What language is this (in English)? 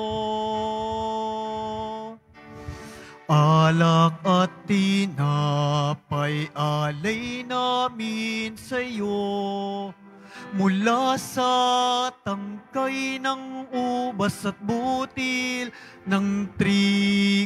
Filipino